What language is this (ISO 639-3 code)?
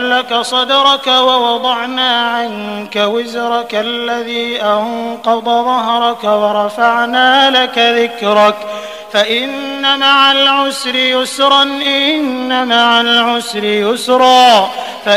ara